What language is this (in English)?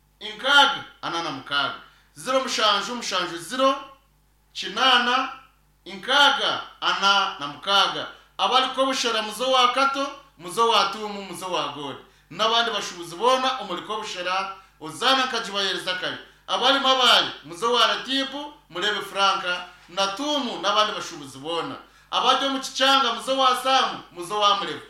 Nyankole